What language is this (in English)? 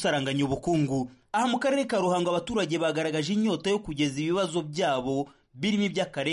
Kinyarwanda